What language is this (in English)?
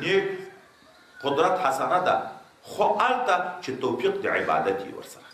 Pashto